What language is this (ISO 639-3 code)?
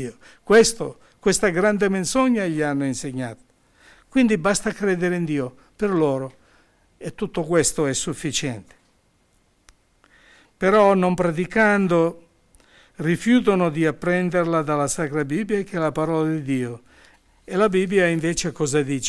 ita